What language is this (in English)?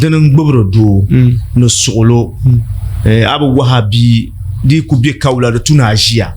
Dagbani